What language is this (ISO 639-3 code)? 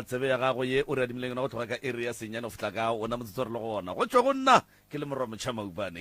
nso